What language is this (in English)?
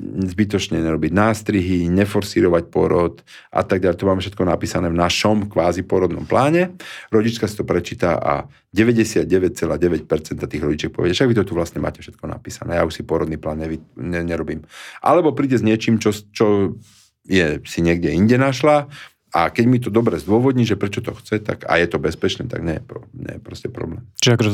Slovak